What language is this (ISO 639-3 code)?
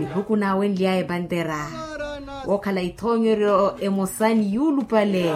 vmw